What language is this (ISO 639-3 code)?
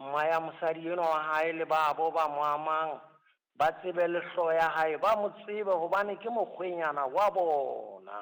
sot